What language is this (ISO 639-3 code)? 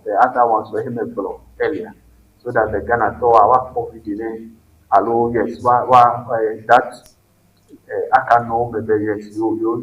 ewe